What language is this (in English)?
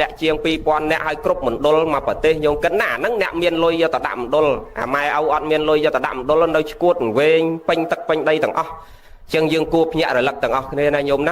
Khmer